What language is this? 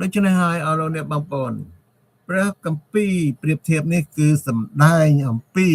Khmer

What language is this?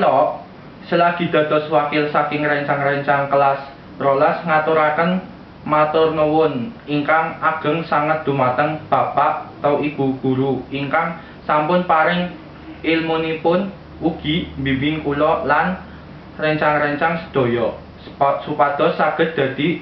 Javanese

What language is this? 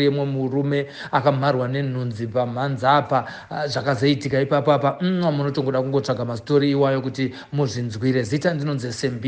Shona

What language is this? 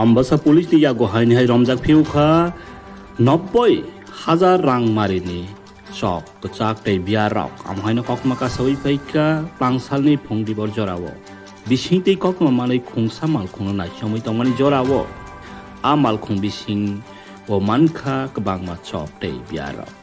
Kok Borok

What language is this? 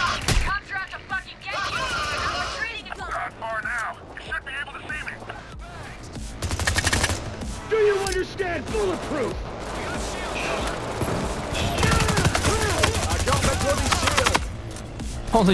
English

